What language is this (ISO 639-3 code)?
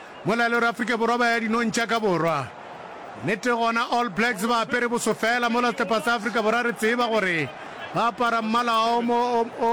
nso